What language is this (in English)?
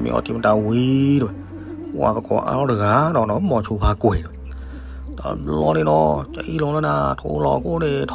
S'gaw Karen